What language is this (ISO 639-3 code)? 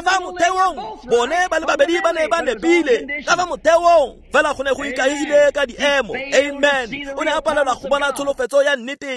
tsn